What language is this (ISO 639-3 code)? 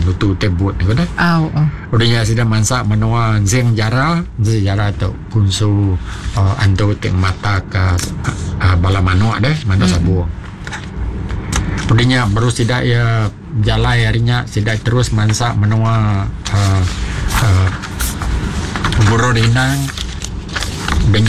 iba